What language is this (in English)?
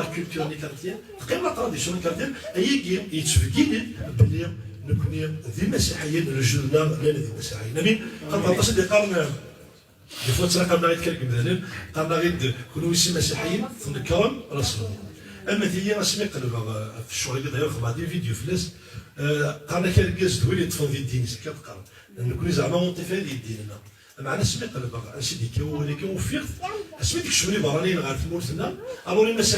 Kabyle